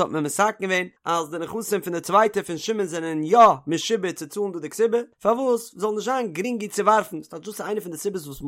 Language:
Yiddish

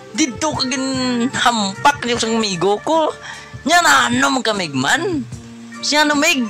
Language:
Hiligaynon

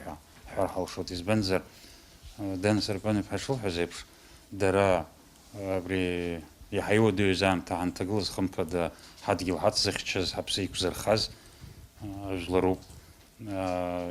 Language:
Abkhazian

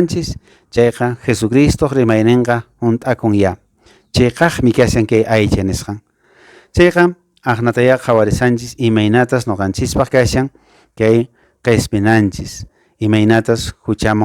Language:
Quechua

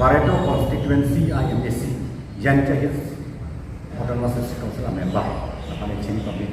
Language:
Karbi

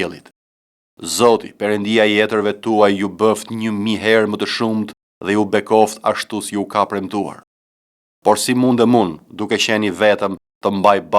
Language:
Albanian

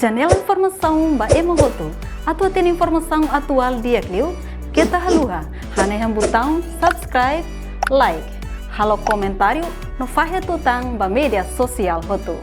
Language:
Tetum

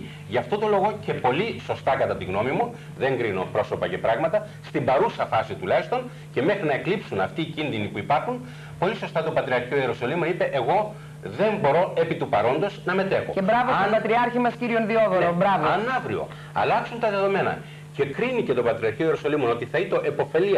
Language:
Greek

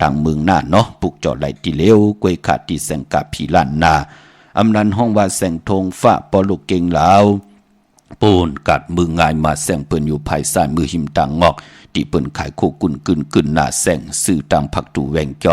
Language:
Shan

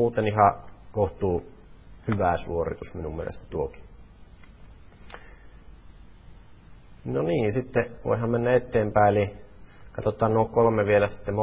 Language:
Finnish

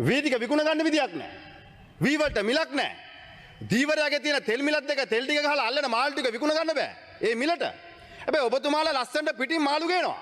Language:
Sinhala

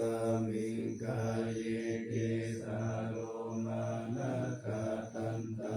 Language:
Pali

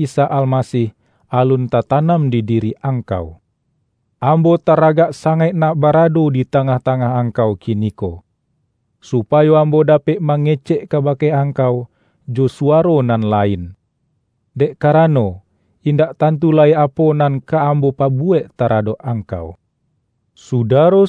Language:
Minangkabau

